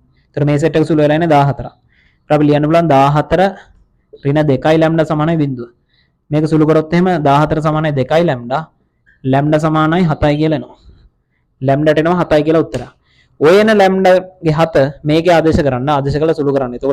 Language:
Sinhala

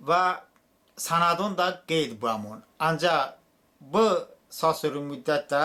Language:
Talysh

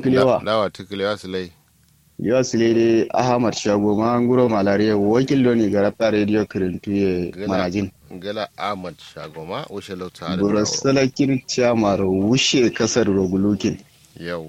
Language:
Kanuri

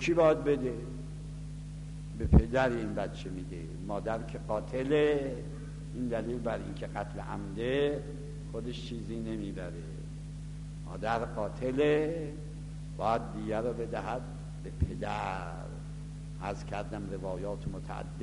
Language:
Persian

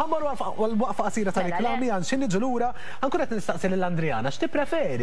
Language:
Maltese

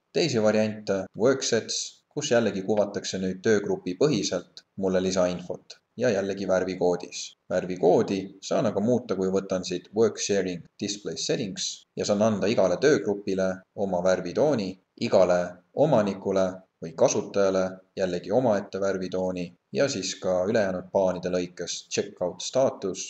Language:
Estonian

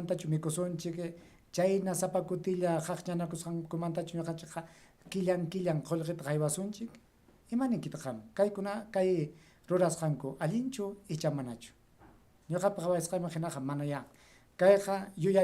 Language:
Ayacucho Quechua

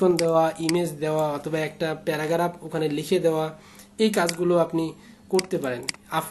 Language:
Bangla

